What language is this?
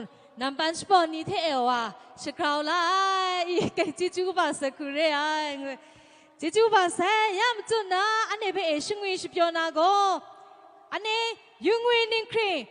Kachin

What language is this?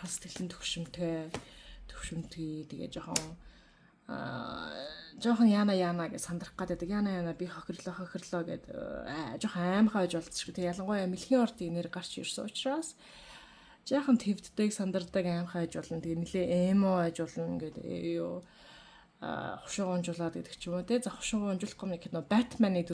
Mongolian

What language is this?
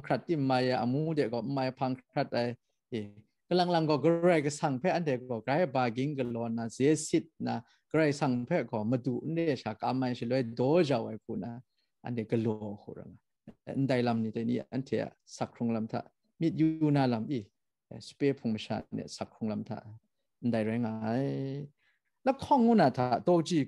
Kachin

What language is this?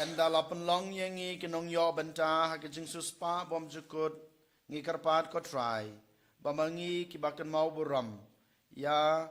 Khasi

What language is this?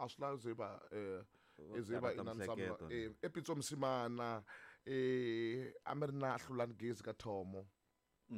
Tsonga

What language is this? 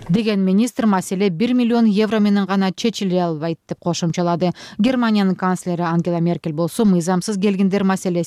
Kyrgyz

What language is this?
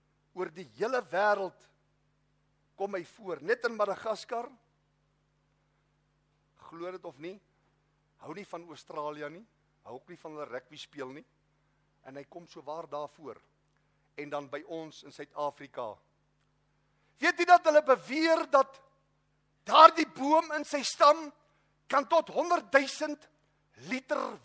Afrikaans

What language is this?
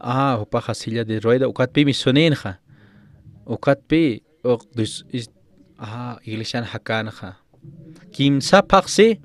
Aymara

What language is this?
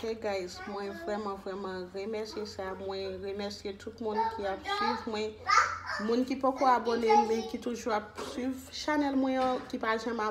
Haitian Creole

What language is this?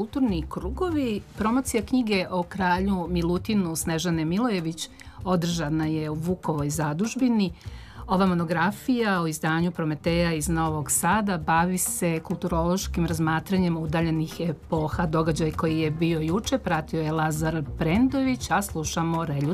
Serbian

